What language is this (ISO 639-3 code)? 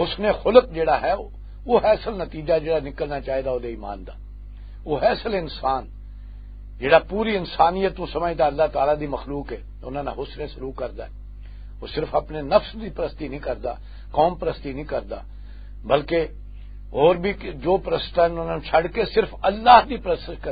lah